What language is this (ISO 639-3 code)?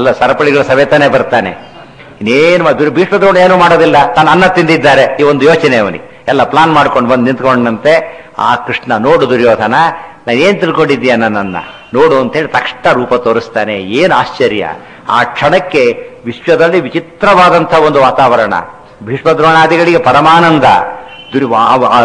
kan